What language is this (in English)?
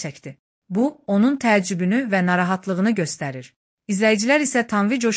Azerbaijani